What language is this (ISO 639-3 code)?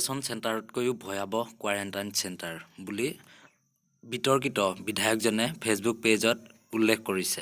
asm